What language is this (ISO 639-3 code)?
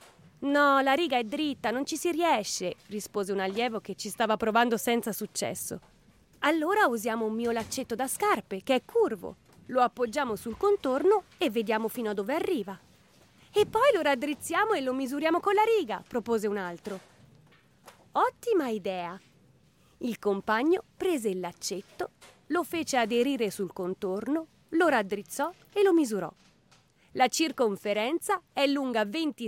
ita